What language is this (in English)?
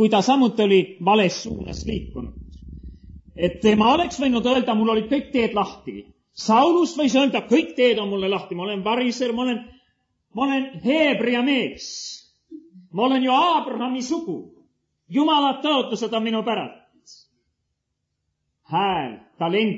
Estonian